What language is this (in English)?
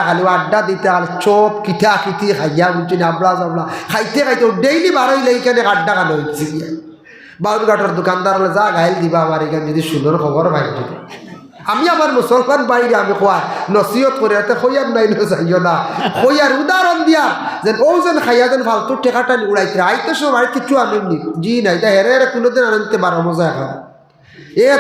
Sylheti